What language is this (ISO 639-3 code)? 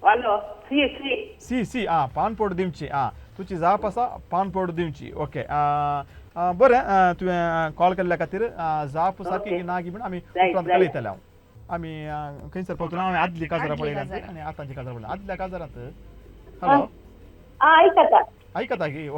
kok